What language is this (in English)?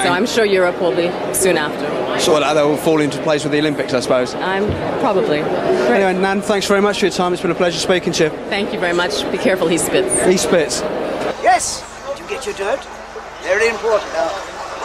English